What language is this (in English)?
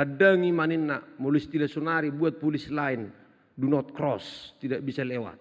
Batak Toba